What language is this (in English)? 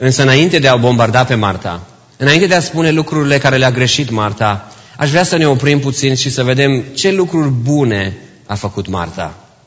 Romanian